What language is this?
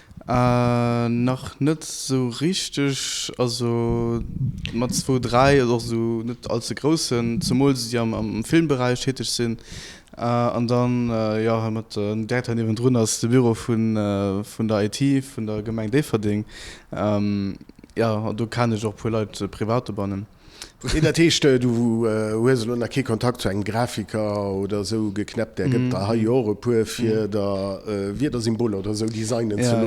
Luxembourgish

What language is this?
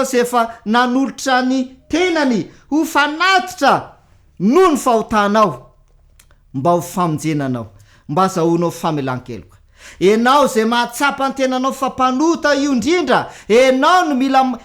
Malagasy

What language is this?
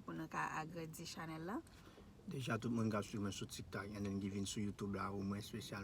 Haitian Creole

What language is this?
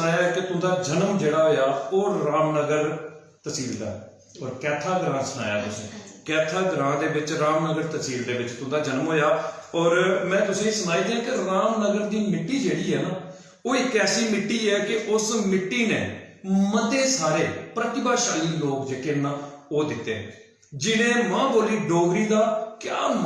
Dogri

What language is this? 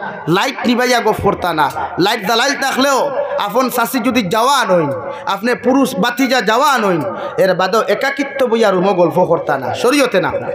Sylheti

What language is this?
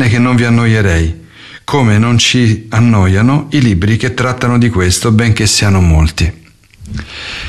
Italian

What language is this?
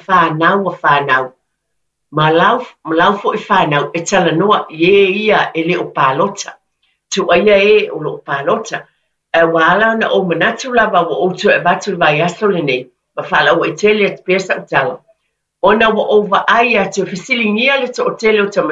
Samoan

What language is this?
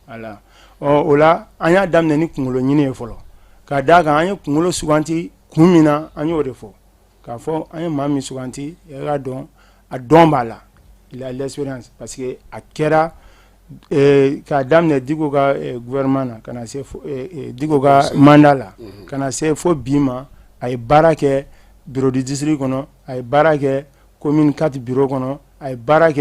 Bambara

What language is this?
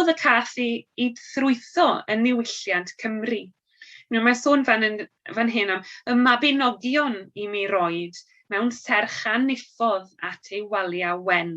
Welsh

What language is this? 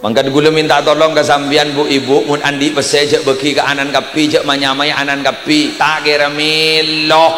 Madurese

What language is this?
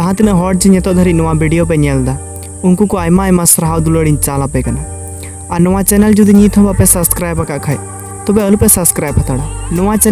Santali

